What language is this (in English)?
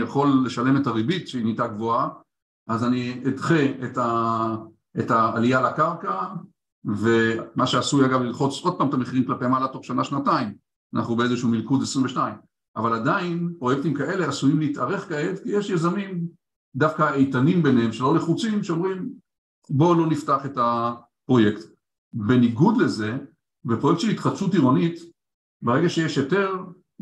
Hebrew